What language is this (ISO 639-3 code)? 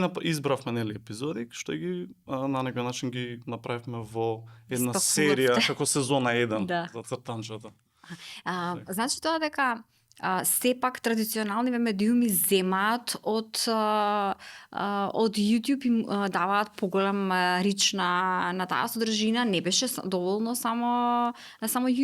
mkd